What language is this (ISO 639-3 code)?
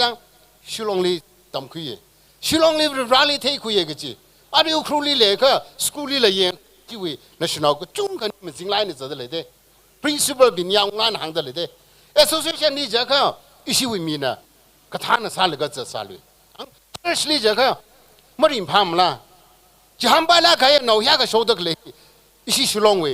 nmf